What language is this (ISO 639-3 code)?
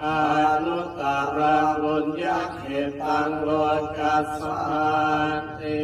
pli